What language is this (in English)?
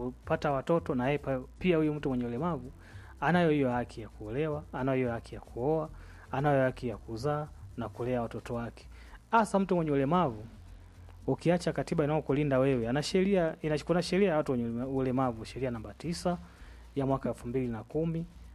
Swahili